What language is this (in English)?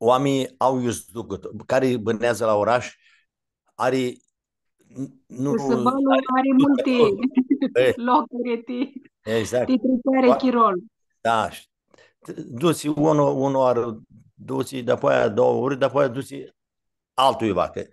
Aromanian